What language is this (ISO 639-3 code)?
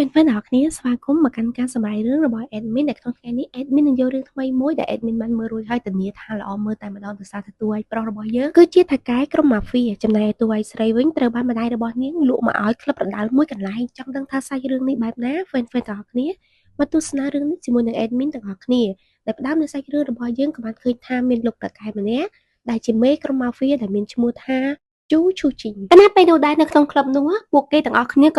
khm